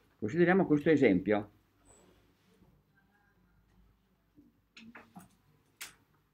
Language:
Italian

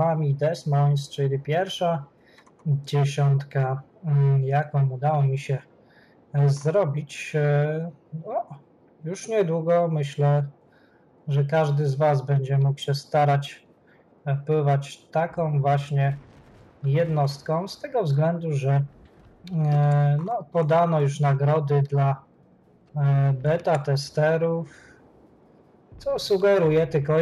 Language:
Polish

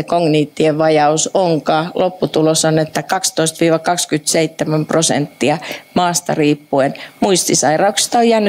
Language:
Finnish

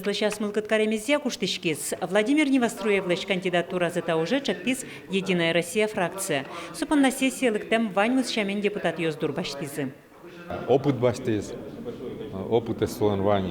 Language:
Udmurt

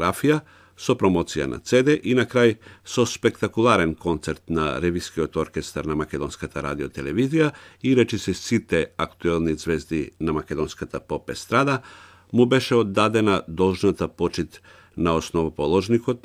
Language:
Macedonian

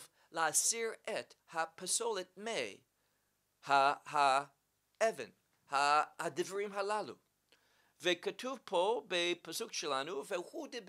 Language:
Hebrew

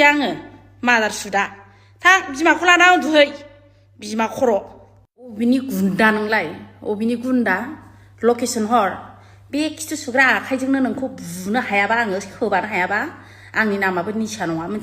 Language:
Bodo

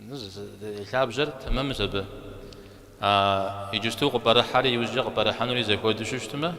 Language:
Kabardian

